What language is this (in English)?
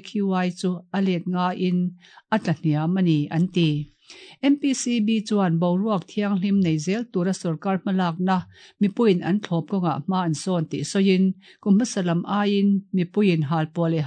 Mizo